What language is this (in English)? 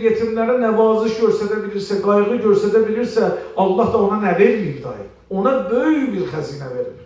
Azerbaijani